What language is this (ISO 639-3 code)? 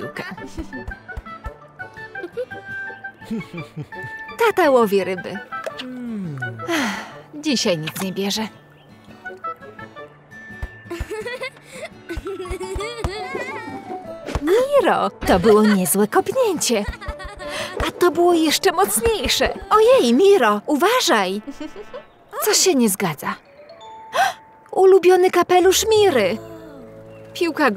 pol